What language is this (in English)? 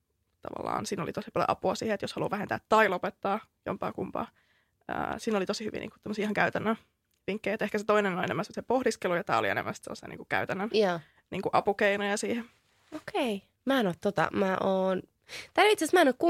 Finnish